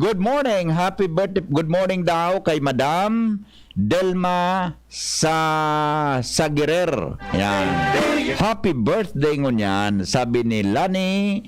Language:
Bikol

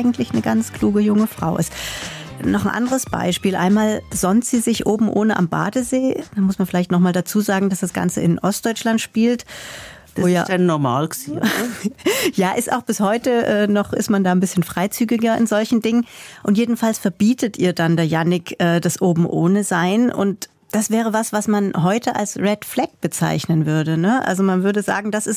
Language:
Swiss German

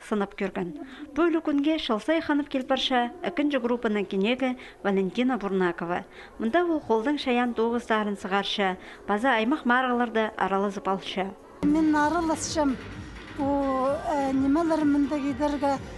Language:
Khakas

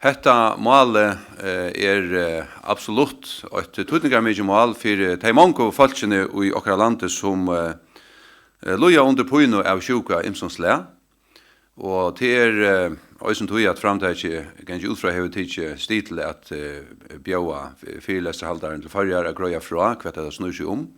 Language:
Faroese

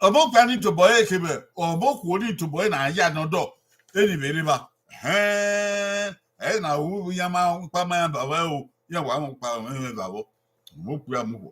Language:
Bini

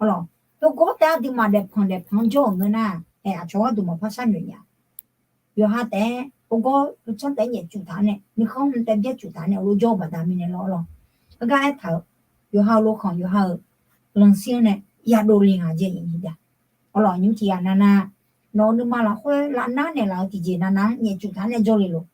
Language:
Akha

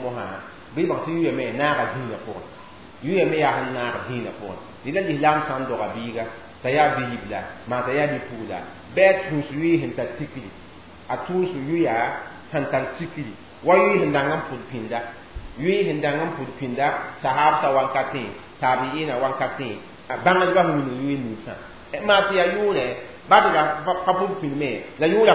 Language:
Mossi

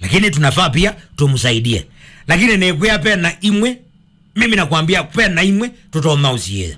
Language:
Kamba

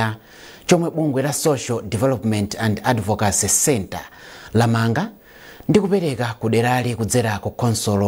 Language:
Nyanja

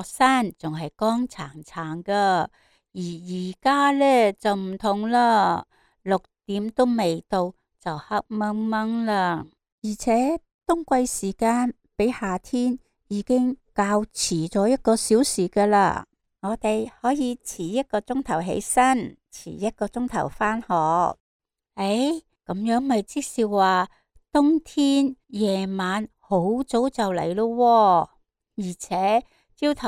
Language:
Cantonese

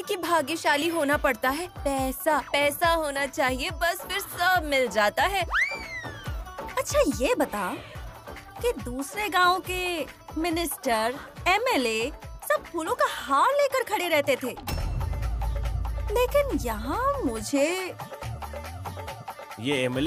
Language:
Hindi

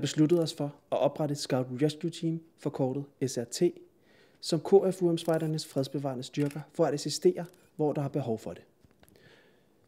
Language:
Danish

